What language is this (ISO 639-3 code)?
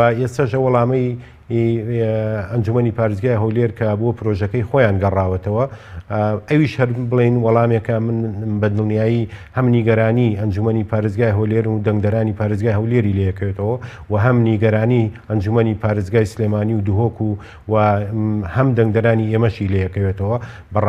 ckb